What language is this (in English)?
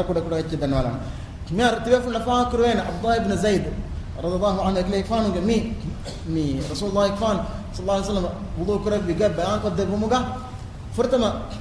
Divehi